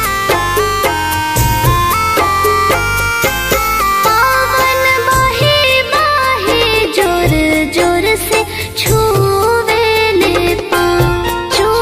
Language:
Bhojpuri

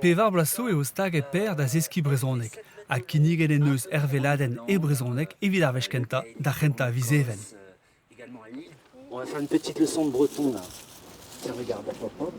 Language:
Breton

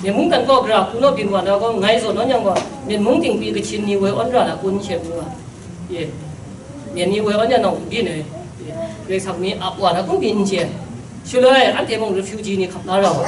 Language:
Kachin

